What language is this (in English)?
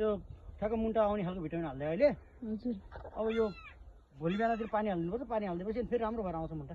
Nepali